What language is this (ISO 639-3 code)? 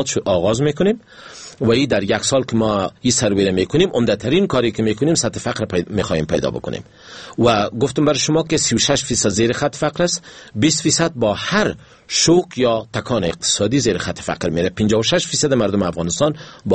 fas